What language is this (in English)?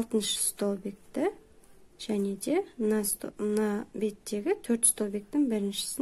Kazakh